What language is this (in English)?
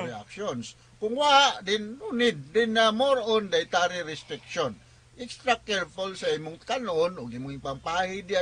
Cebuano